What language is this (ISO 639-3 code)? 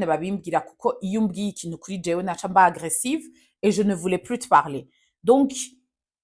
run